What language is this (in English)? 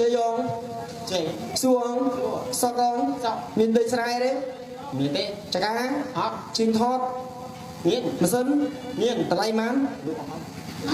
Khmer